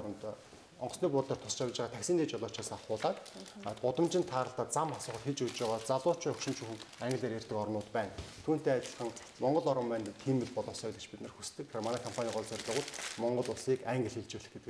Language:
Mongolian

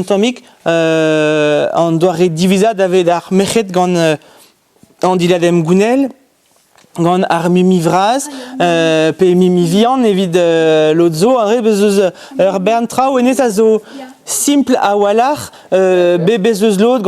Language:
Breton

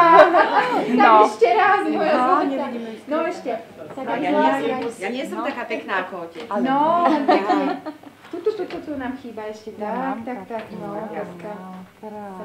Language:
Slovak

